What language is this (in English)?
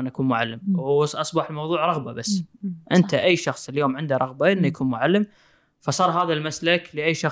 Gulf Arabic